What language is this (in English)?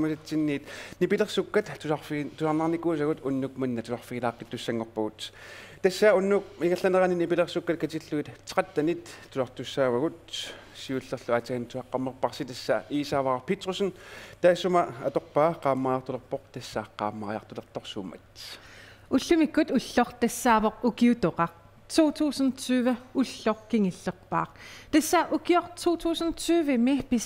Kalaallisut